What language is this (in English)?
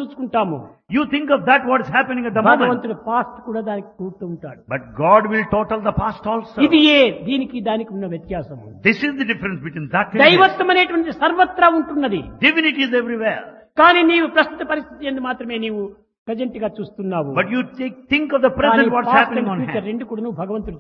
Telugu